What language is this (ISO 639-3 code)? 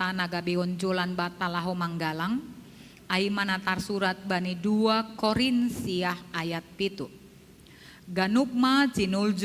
bts